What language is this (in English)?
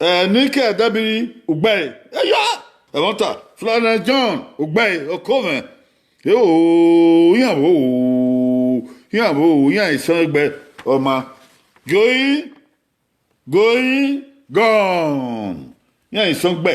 Bini